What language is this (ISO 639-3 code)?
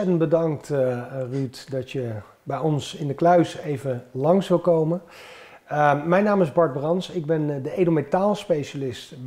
nld